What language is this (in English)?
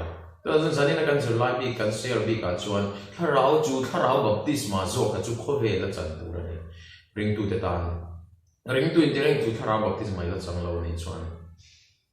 Mizo